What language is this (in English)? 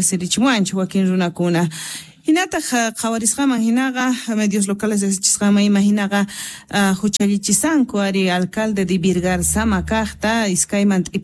Quechua